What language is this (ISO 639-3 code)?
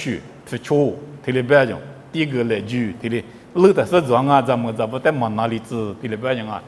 lis